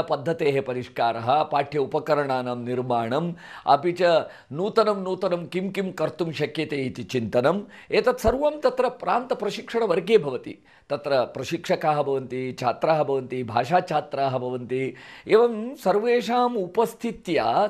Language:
Sanskrit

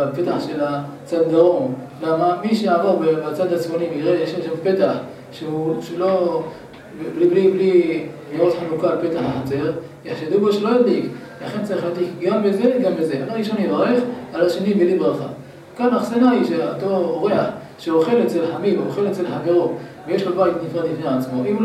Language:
Hebrew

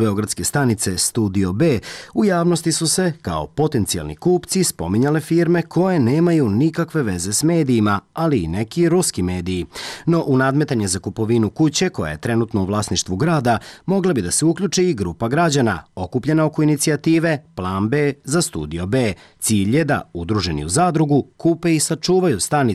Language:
Serbian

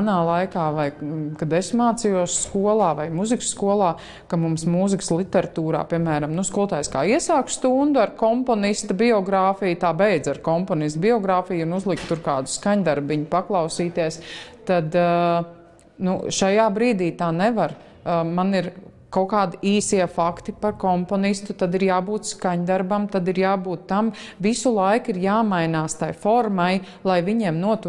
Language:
Latvian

